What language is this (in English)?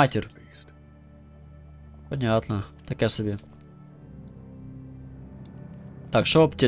Ukrainian